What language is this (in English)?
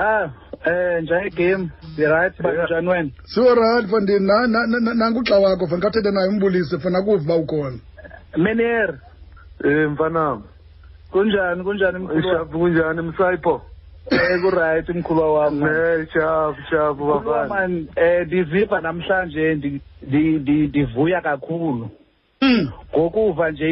Xhosa